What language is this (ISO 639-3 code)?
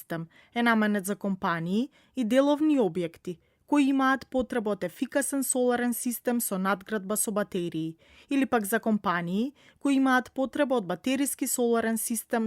mkd